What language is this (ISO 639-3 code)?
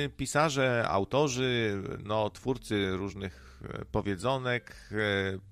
pol